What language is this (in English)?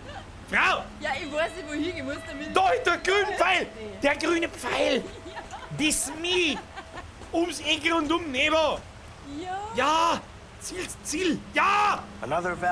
Bavarian